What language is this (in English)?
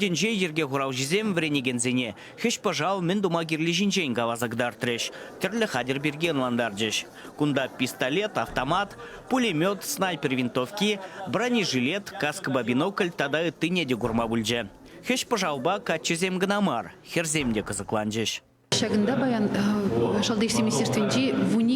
Chuvash